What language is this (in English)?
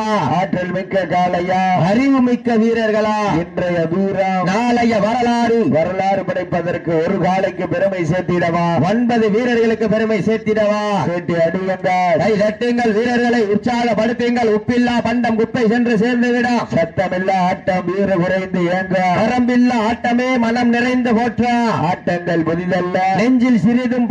Tamil